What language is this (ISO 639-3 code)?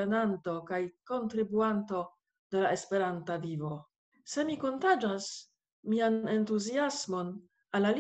epo